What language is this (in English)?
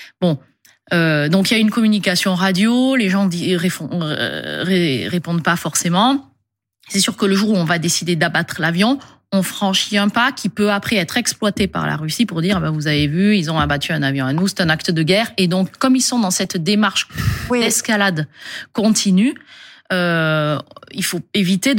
French